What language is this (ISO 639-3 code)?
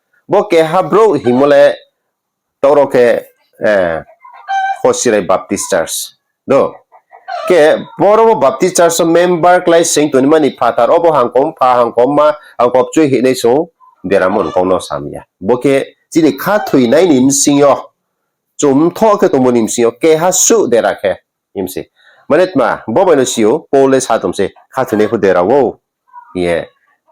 ria